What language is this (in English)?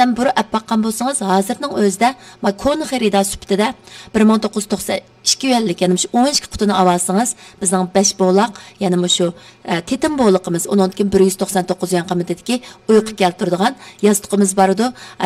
Uyghur